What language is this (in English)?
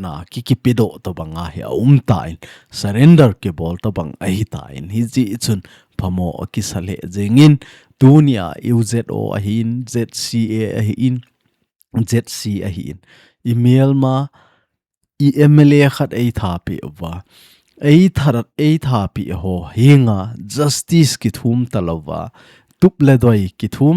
Thado Chin